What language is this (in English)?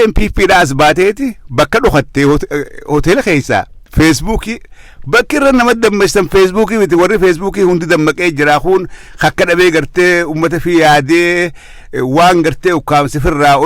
Oromo